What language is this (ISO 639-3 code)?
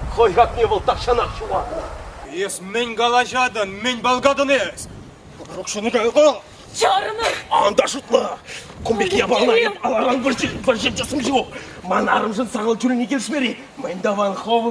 chv